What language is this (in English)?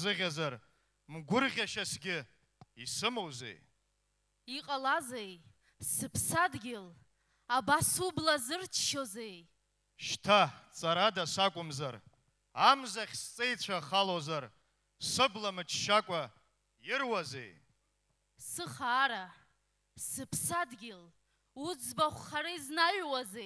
Abkhazian